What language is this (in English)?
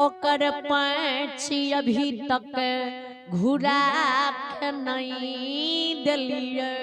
Maithili